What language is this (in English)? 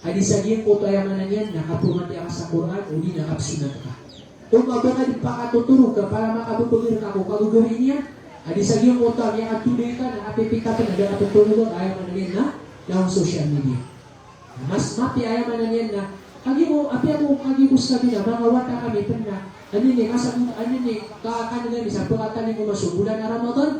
Maranao